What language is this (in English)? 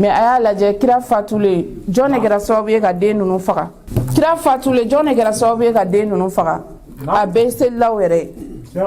Bambara